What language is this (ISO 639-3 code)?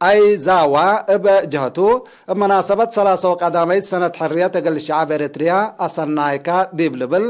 tig